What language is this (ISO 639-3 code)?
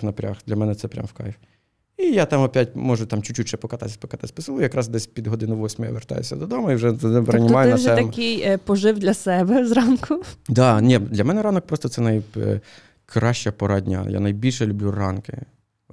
ukr